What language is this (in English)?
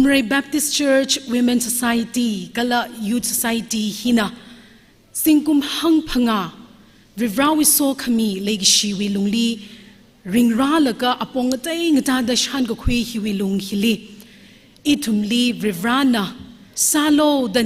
Tangkhul Naga (India)